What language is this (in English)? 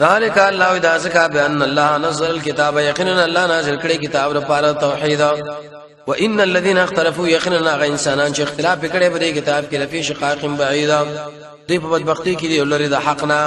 Pashto